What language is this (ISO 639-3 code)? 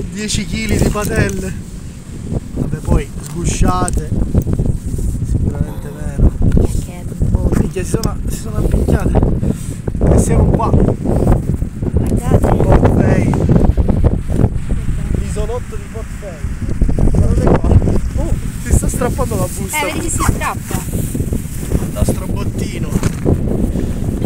ita